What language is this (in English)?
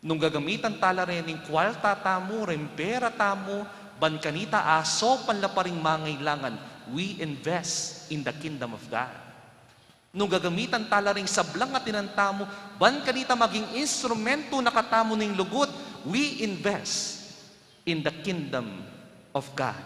Pampanga